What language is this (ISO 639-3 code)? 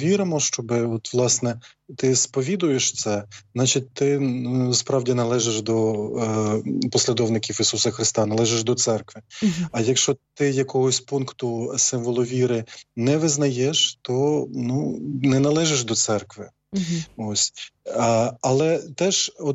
ukr